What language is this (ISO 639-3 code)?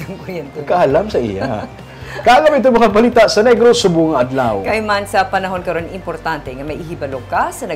hil